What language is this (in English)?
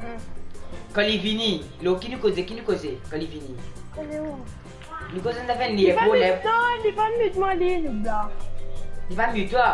Morisyen